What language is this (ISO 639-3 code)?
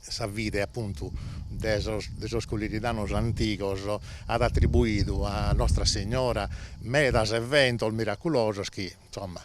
srd